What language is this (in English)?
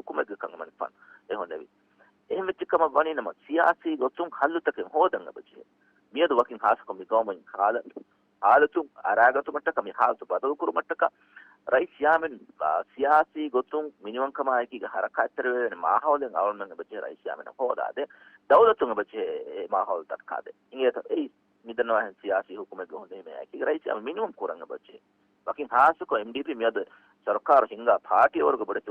Divehi